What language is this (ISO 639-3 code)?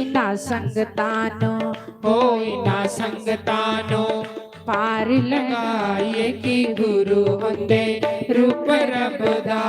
doi